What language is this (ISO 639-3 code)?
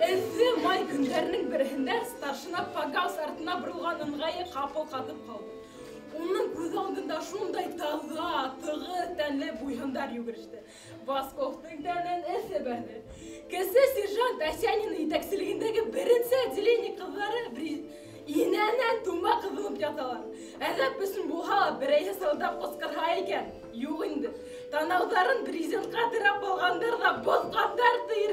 bak